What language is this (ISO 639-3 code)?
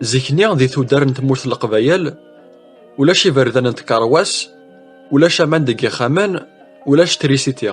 kab